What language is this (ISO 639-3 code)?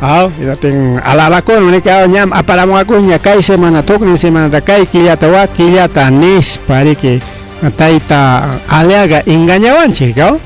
quy